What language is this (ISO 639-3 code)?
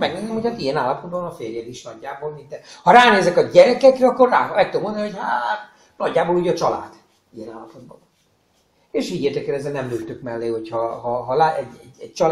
hun